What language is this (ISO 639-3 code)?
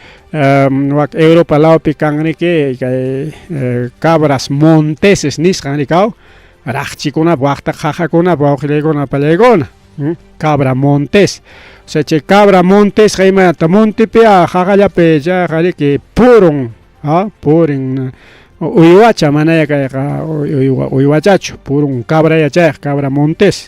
quy